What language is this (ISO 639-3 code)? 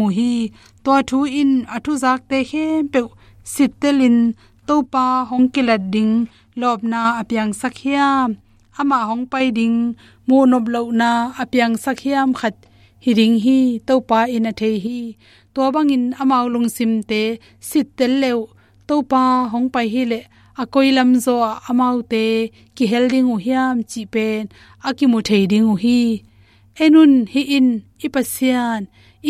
ctd